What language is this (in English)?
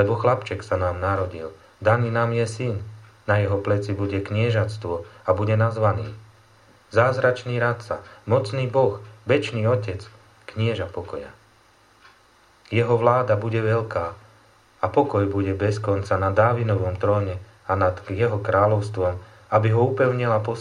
Slovak